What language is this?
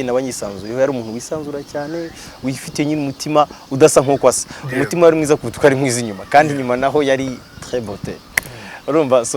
Kinyarwanda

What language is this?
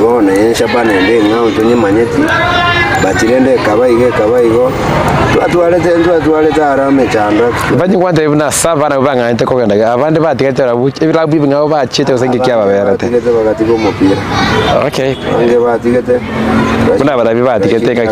Gusii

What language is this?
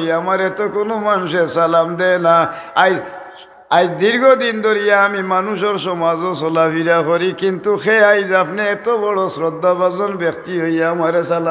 Sylheti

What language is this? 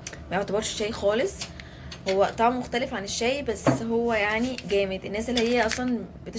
Egyptian Arabic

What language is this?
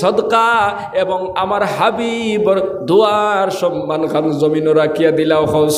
Sylheti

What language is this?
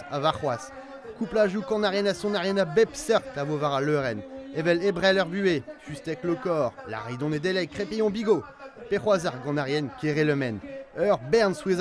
Breton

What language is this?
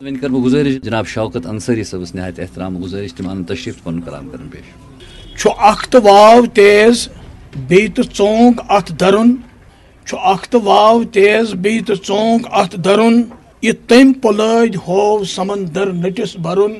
Kashmiri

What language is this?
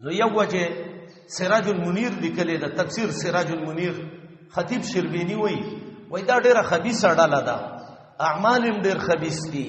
Pashto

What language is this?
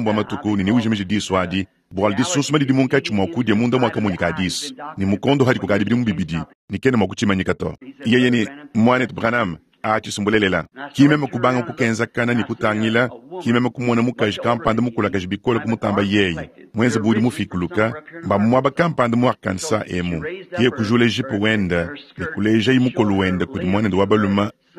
Luba-Lulua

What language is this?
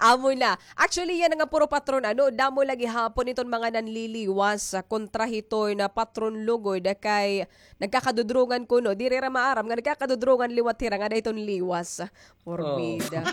Waray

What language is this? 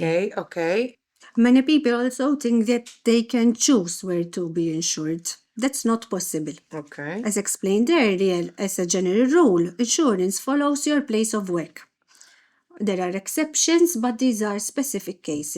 English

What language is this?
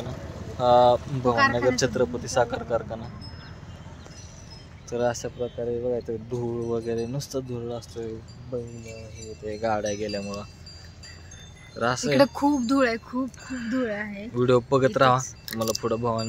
Marathi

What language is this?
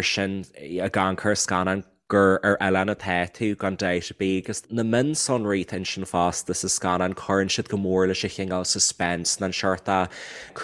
Irish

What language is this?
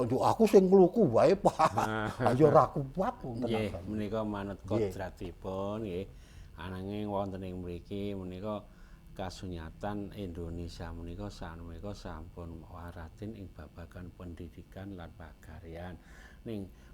Javanese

